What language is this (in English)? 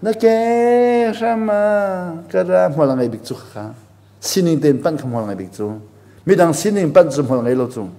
Hakha Chin